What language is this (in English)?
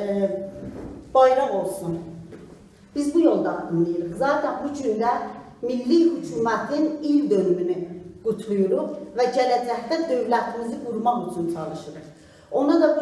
South Azerbaijani